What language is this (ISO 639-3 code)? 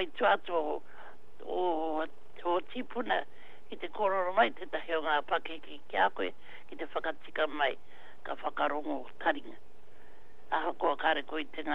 mri